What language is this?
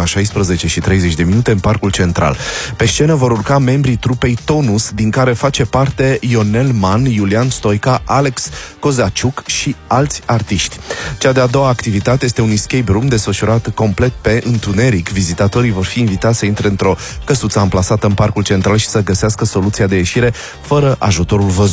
Romanian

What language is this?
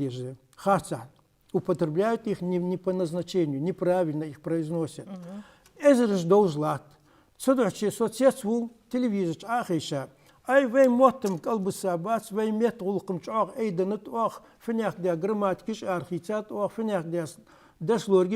Ingush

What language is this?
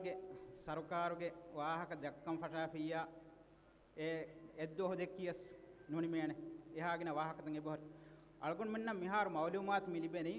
Divehi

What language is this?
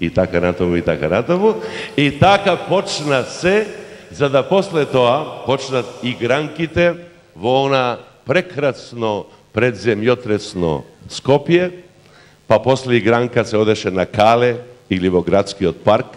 Macedonian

